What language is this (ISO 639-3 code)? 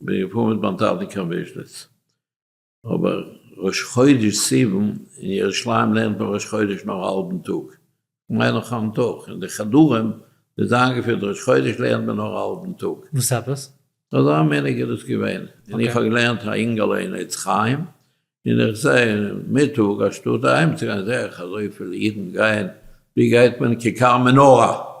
yid